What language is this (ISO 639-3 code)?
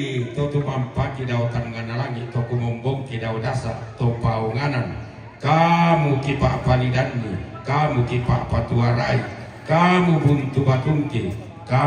sda